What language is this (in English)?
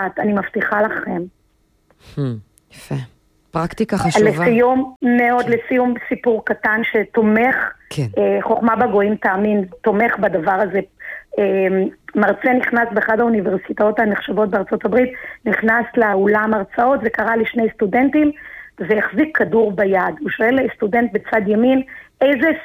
Hebrew